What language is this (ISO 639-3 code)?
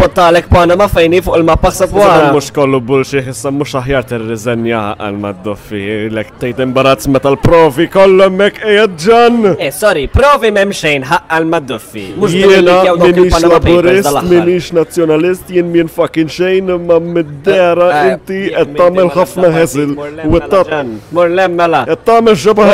mlt